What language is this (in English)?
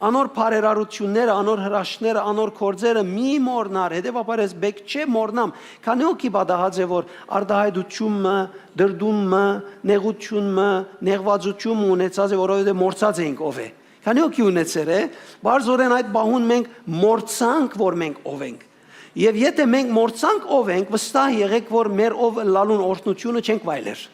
Western Armenian